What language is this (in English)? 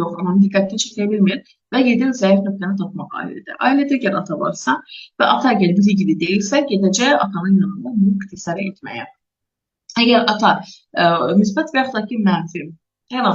Azerbaijani